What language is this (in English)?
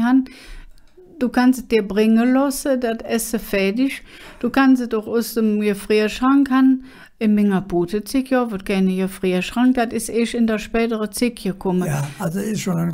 Colognian